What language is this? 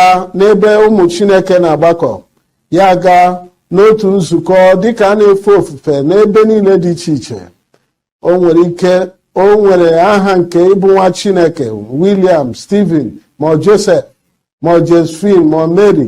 Igbo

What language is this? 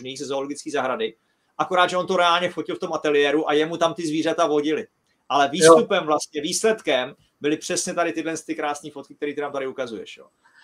Czech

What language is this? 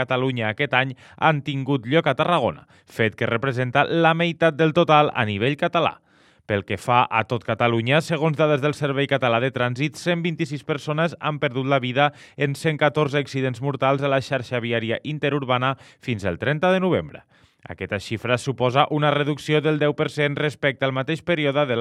Catalan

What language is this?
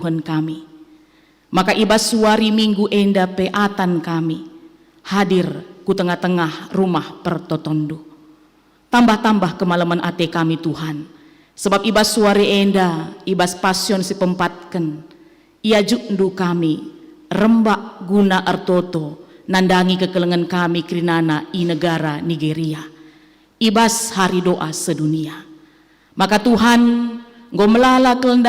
Batak Karo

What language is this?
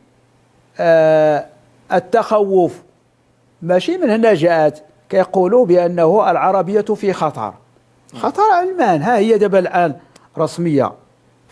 Moroccan Arabic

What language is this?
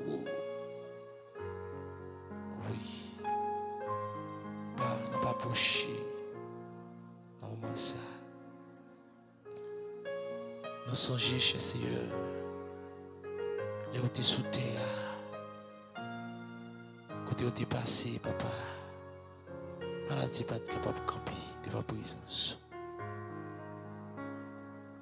French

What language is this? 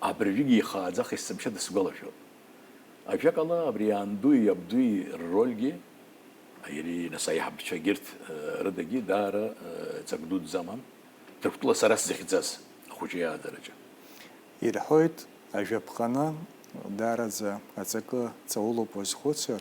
Abkhazian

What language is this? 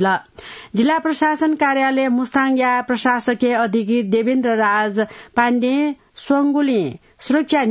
Newari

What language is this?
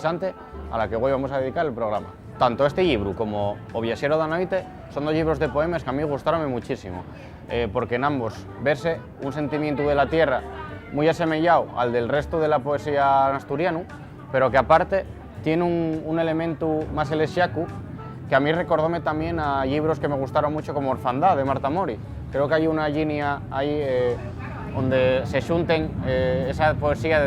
Asturian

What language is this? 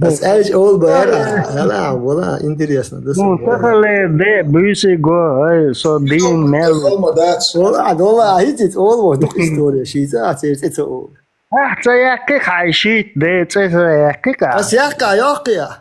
Chechen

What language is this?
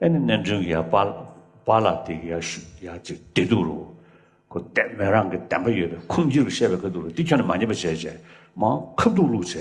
Tibetan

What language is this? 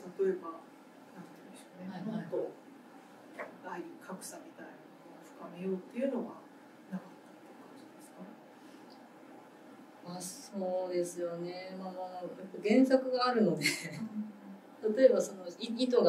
Japanese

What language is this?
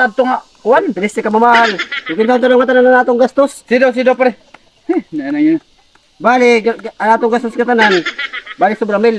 Waray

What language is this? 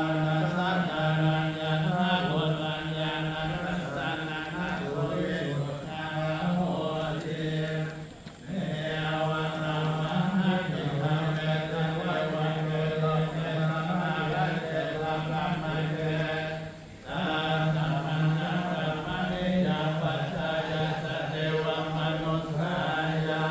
Pali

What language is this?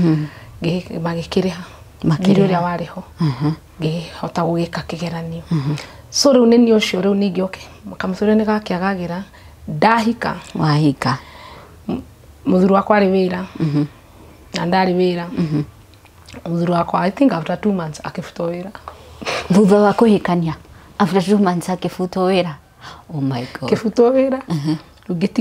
Kikuyu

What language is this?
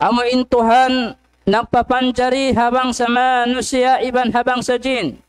Tausug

